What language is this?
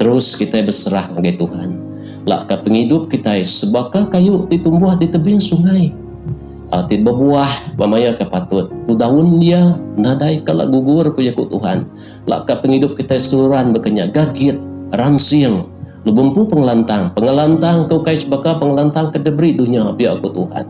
Iban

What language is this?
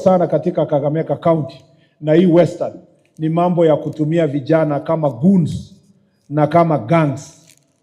Meru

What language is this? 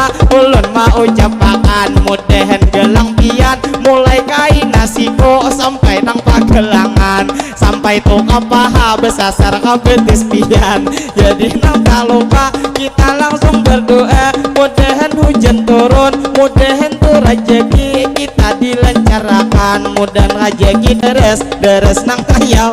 Banjar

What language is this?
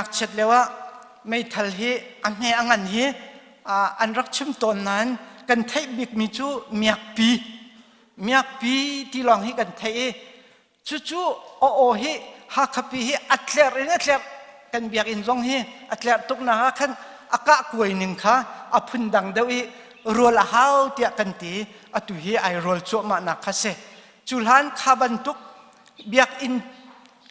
Hakha Chin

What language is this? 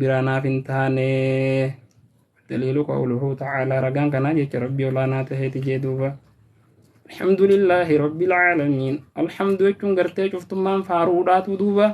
Oromo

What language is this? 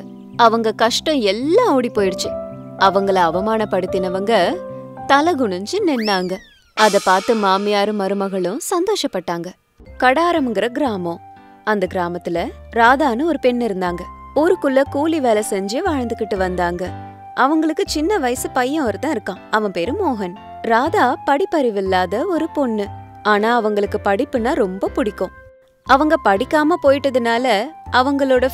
Tamil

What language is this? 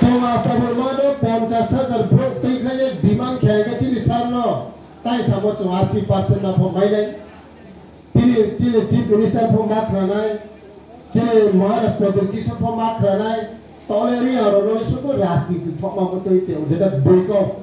Riang (India)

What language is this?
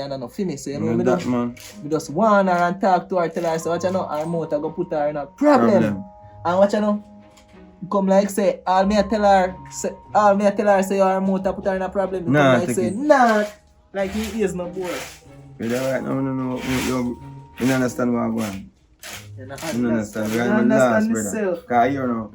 Jamaican Creole English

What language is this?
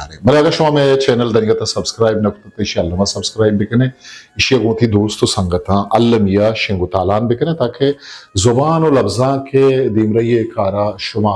Eastern Balochi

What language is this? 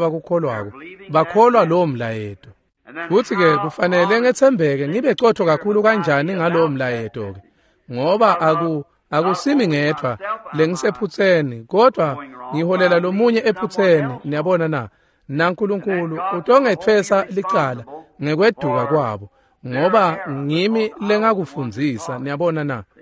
Swati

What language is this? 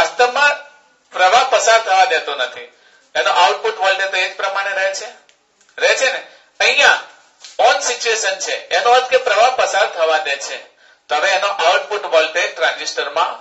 Gujarati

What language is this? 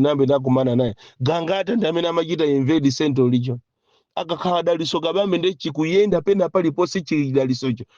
Nyanja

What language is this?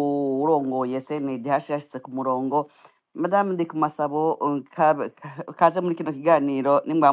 Rundi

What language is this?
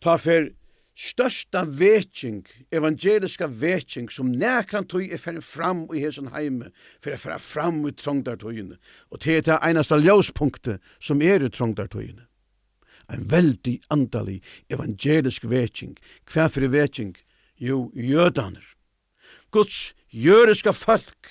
Faroese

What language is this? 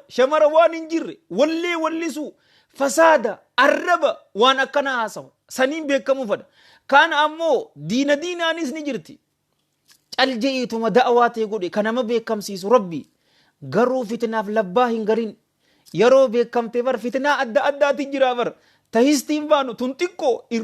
Oromo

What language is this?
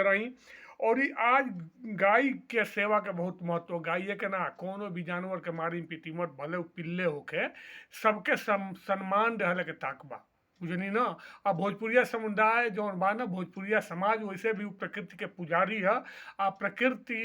Bhojpuri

